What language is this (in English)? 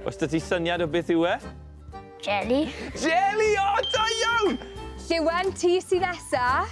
Welsh